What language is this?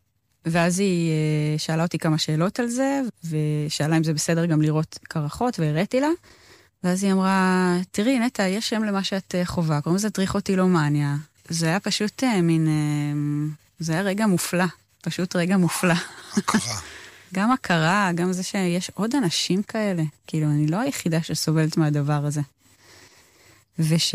Hebrew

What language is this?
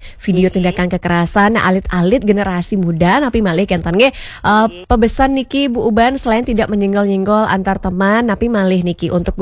Balinese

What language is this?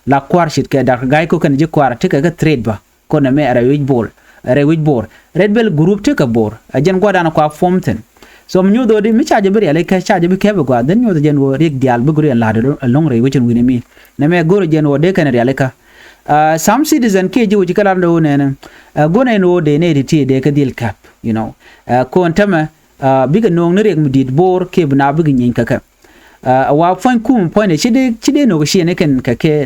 Nuer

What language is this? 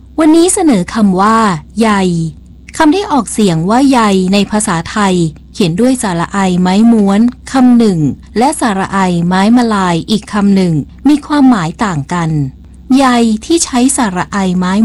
Thai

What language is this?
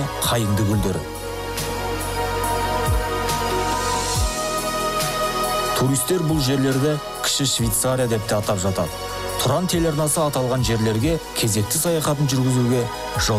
Kazakh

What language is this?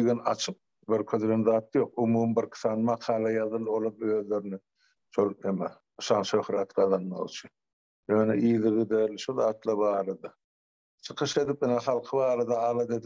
Turkmen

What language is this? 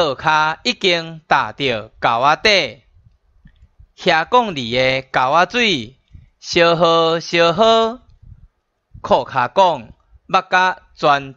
Min Nan Chinese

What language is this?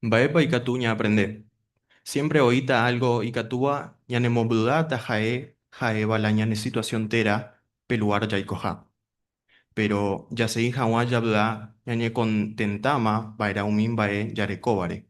Guarani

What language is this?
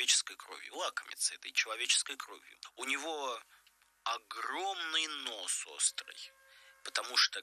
Russian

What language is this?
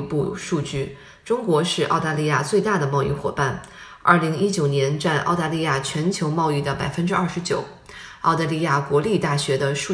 Chinese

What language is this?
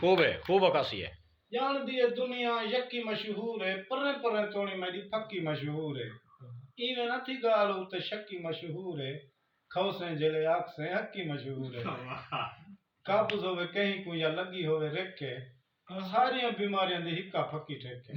Saraiki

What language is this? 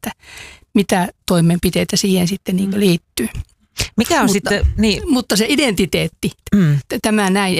Finnish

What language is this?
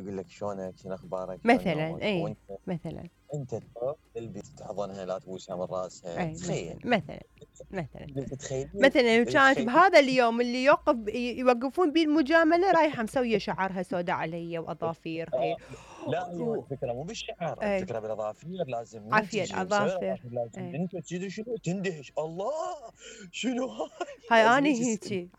Mesopotamian Arabic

